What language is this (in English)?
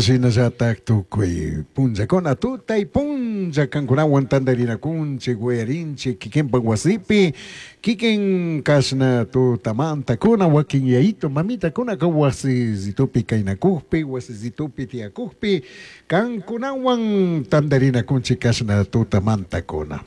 Chimborazo Highland Quichua